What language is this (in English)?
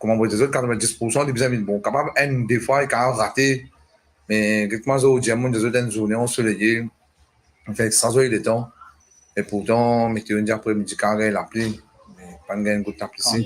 Morisyen